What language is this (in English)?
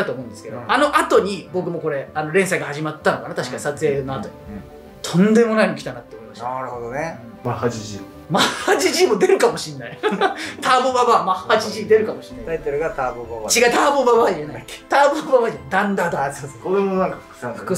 Japanese